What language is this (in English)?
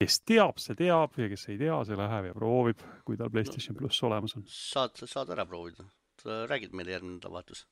Estonian